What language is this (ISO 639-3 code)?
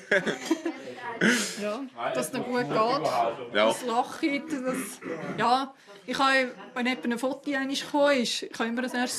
gsw